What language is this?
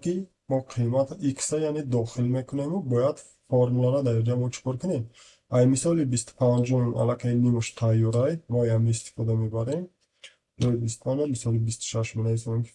Tajik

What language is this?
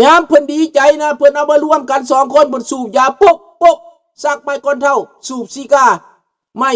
Lao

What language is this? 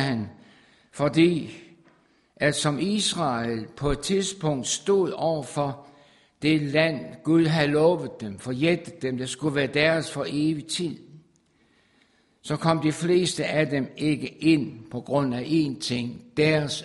Danish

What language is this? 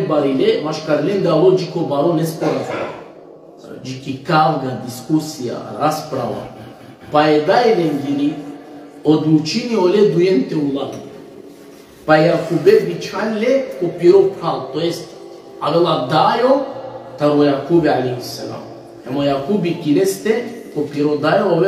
Balkan Romani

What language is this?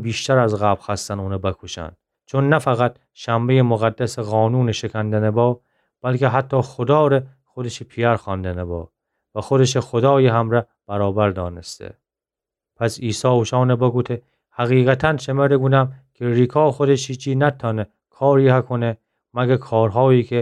Gilaki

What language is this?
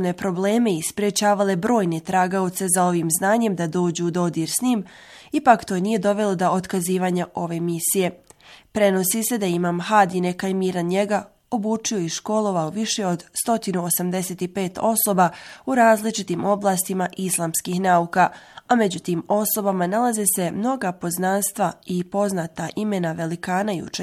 Bosnian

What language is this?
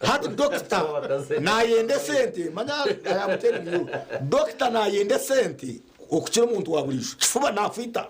Nyankole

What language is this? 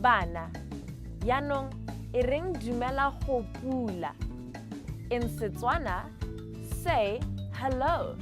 Tswana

